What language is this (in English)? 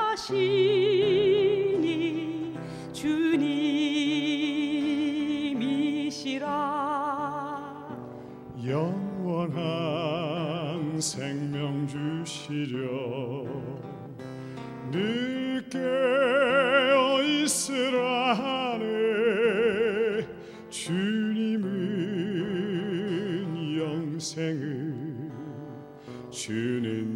Korean